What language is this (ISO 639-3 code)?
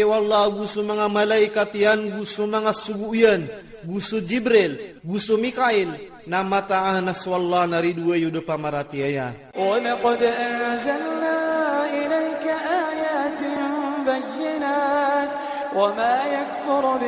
ilp